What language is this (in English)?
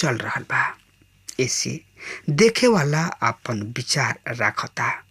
Bhojpuri